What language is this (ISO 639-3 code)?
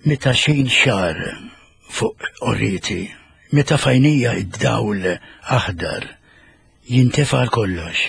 mlt